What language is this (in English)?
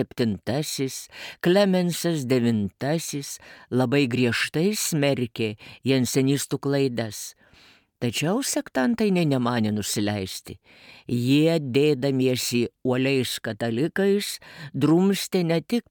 Lithuanian